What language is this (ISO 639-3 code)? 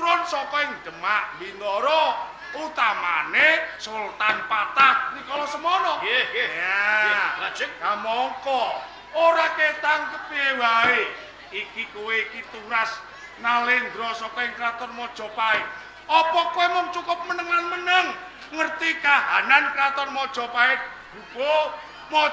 jav